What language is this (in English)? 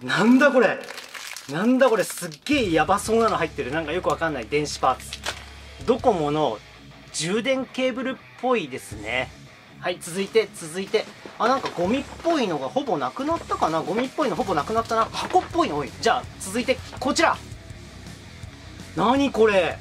Japanese